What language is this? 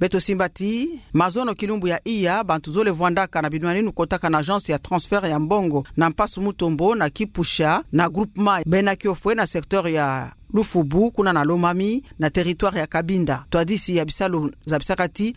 Kituba (Democratic Republic of Congo)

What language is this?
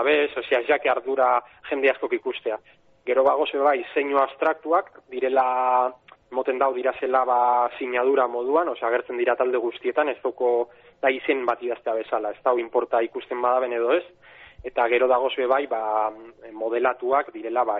Basque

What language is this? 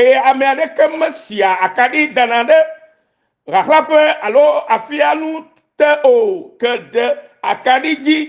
Ewe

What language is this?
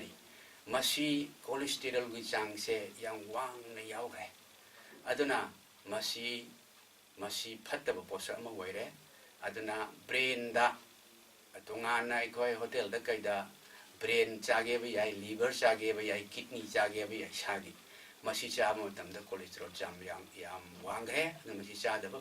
Manipuri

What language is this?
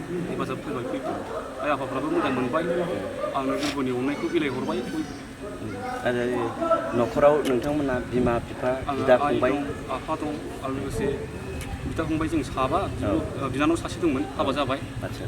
Bodo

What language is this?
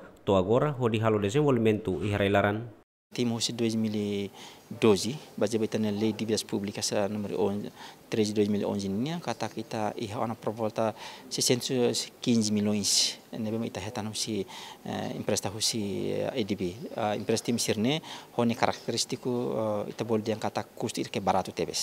Tetum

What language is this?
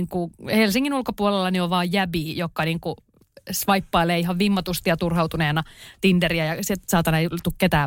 Finnish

